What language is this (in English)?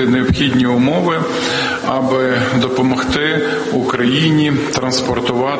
Ukrainian